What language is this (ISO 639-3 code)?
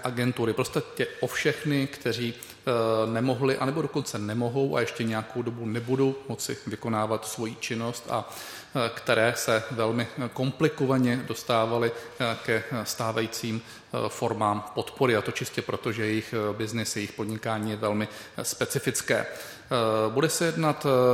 ces